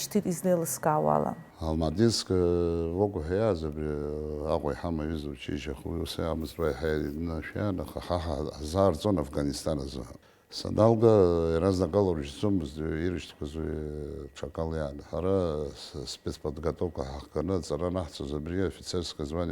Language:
Abkhazian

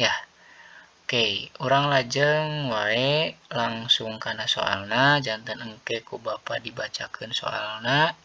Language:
Sundanese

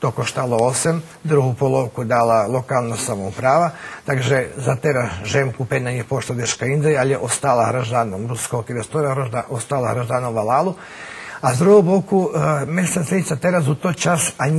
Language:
Rusyn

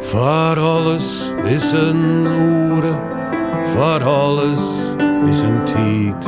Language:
Western Frisian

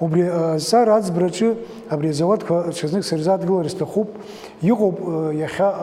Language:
Abkhazian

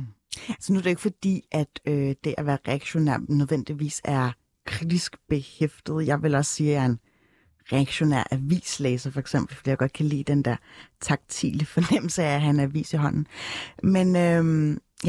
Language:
Danish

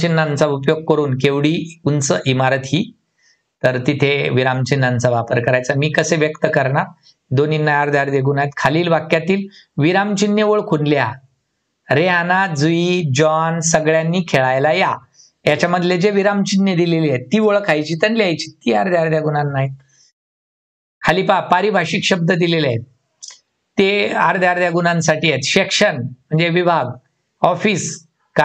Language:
Marathi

